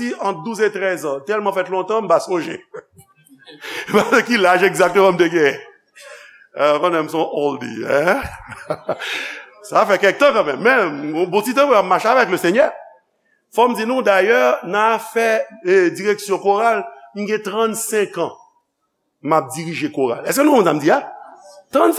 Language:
Haitian Creole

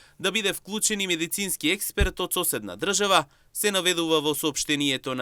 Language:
Macedonian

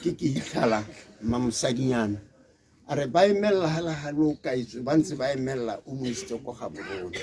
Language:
Tswana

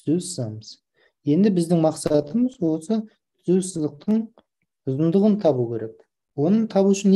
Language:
Kazakh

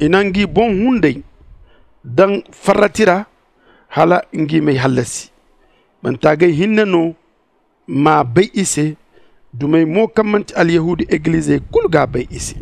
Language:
Zarma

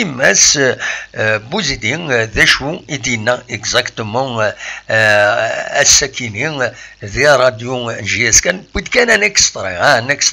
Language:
Kabyle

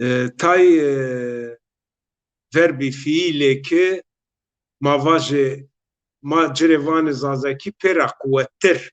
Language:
Zaza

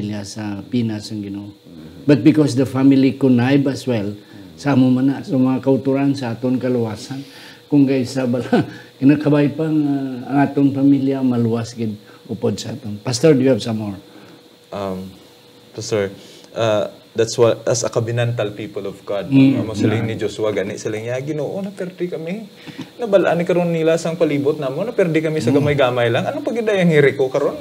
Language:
Hiligaynon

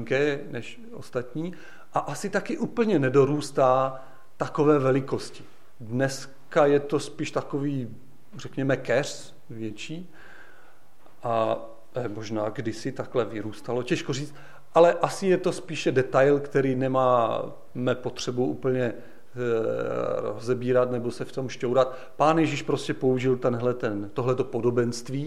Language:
Czech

